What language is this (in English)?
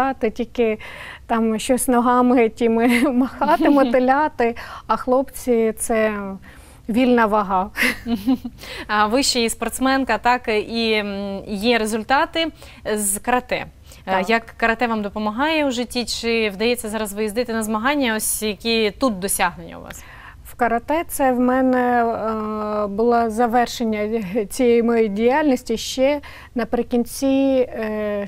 Ukrainian